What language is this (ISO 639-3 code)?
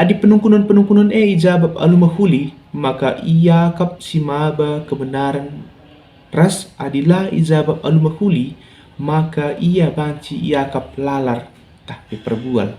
btx